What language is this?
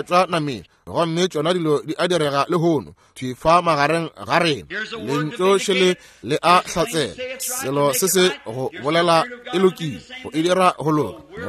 Northern Sotho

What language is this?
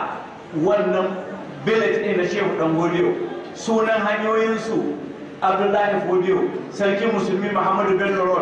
Hausa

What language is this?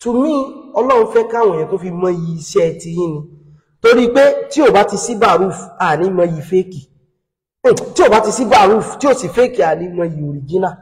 Yoruba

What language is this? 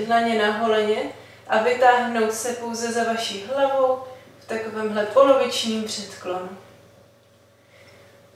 Czech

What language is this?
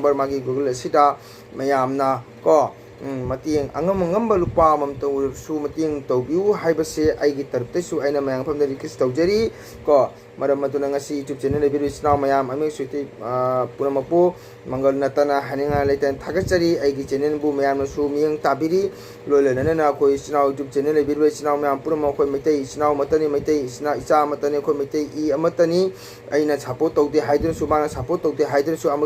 Manipuri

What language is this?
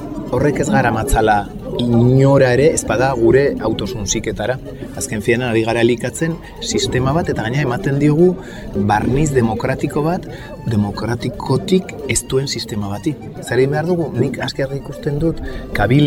Basque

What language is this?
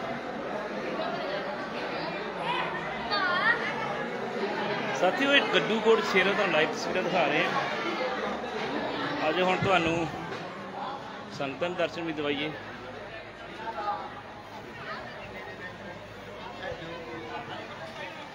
Punjabi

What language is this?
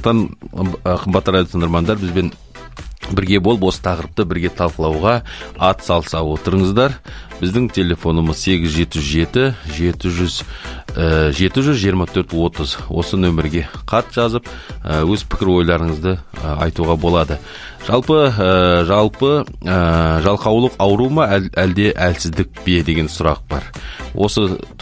Kazakh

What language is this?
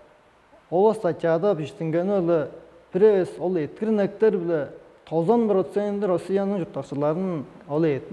Tuvinian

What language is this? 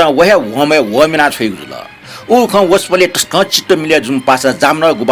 Newari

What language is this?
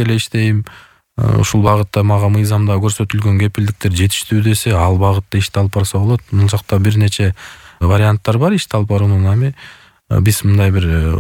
Kyrgyz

